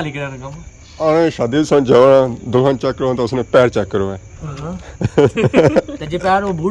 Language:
Pahari-Potwari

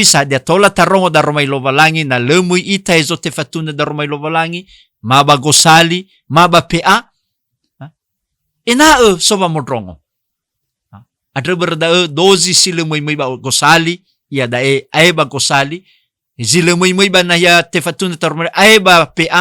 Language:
Nias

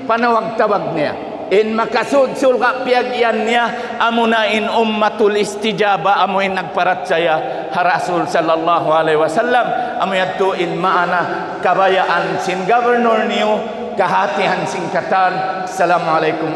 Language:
Tausug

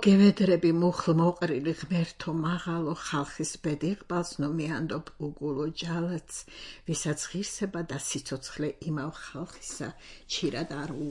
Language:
Georgian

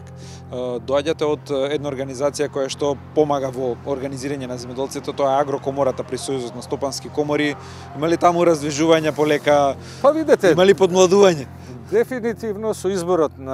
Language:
Macedonian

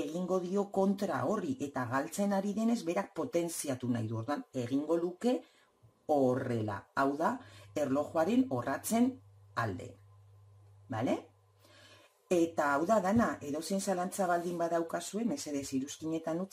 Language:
Basque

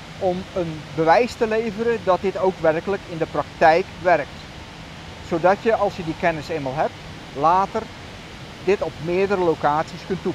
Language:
Dutch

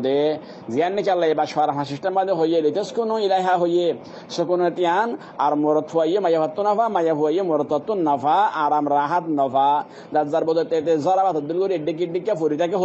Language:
Rohingya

